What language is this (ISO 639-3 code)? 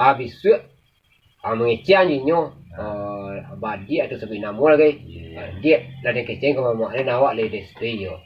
min